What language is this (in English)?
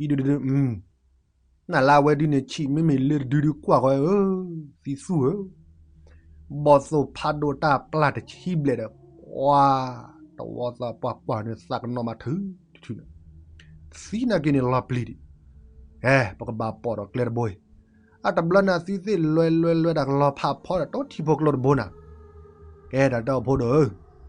S'gaw Karen